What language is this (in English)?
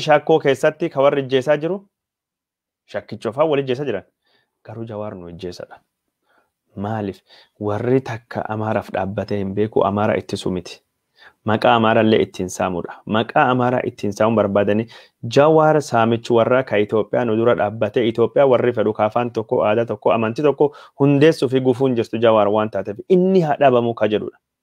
Oromo